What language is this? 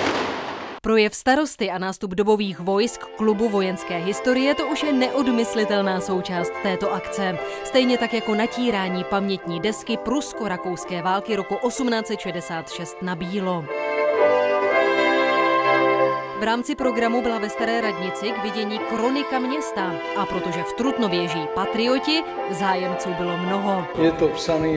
Czech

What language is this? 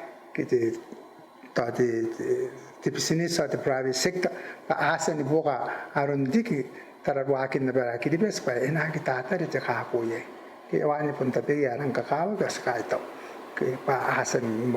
Gilbertese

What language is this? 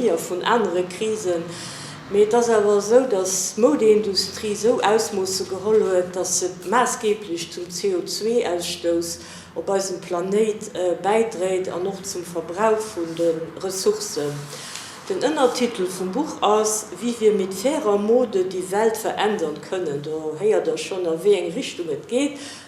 Luxembourgish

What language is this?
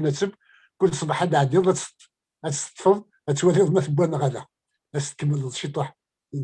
Kabyle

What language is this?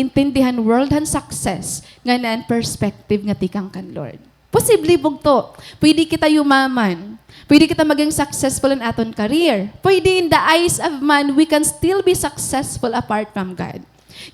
Waray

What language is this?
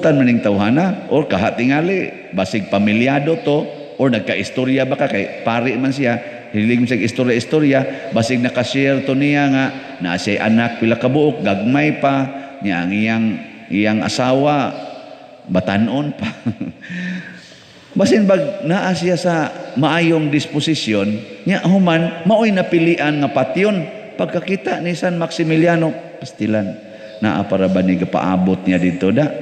Cebuano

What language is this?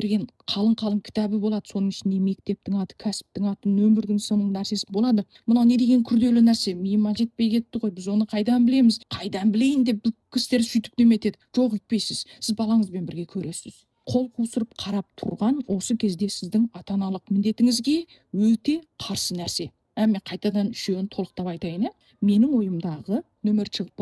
Kazakh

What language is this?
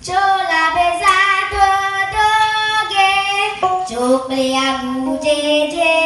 Ewe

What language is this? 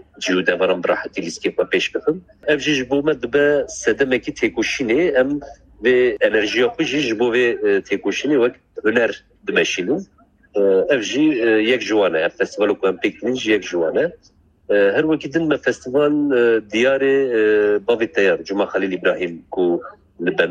Kurdish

